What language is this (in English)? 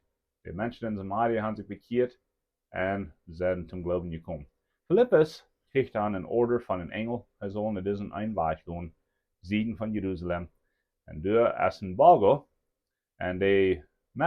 Plautdietsch